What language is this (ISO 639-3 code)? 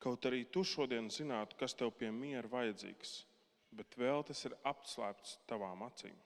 lav